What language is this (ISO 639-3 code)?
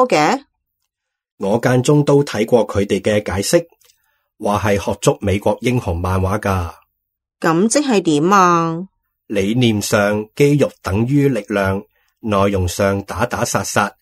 yue